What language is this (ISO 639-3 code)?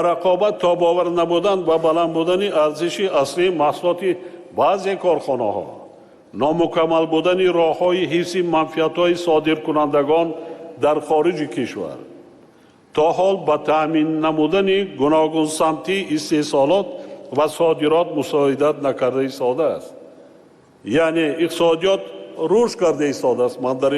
tgk